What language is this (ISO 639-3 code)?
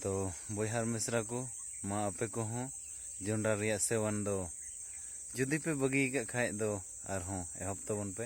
sat